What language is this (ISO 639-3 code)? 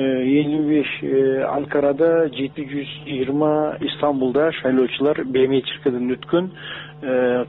kir